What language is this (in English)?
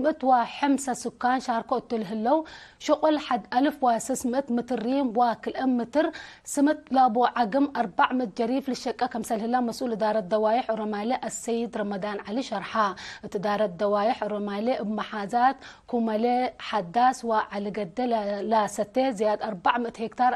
Tigre